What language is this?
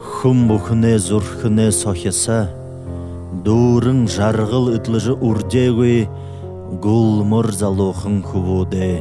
Buriat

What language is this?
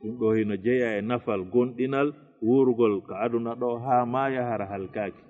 Fula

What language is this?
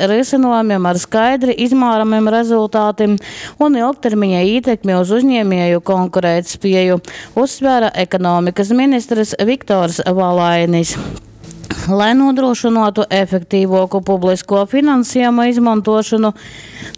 Latgalian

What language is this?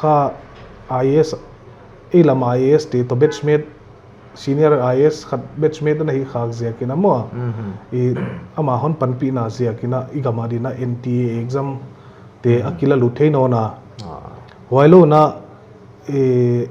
Paite Chin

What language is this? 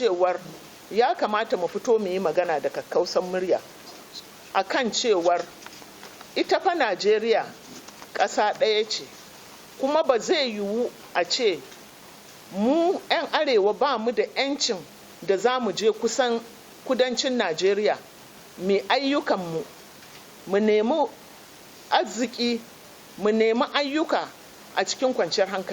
Hausa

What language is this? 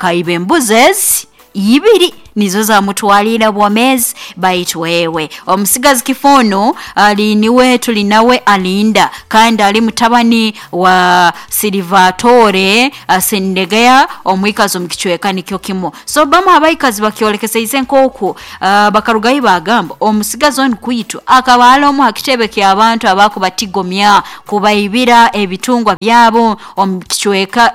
Nyoro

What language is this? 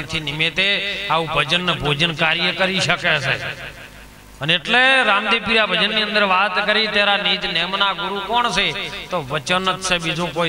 Gujarati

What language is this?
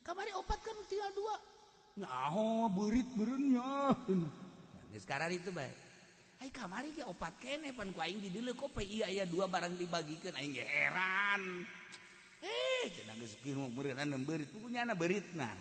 Sundanese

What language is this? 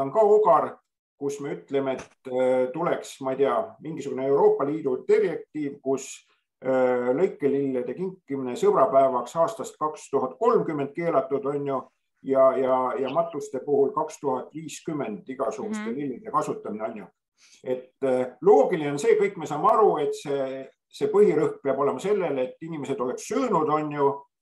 Estonian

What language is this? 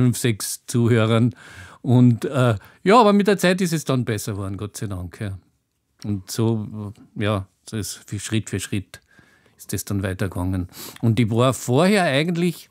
German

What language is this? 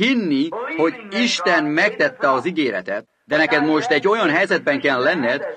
Hungarian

